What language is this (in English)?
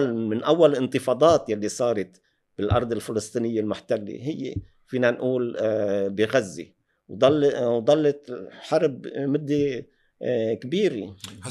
North Levantine Arabic